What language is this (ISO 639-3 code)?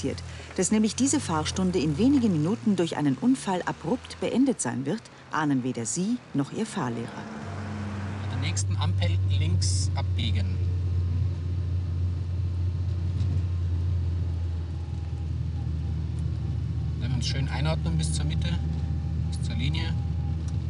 deu